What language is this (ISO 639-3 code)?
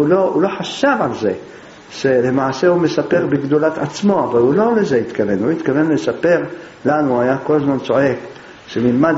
heb